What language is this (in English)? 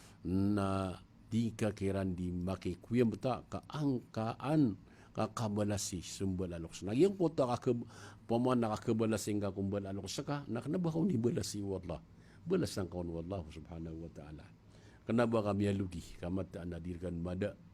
Maranao